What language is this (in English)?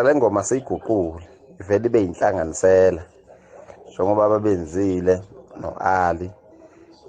Zulu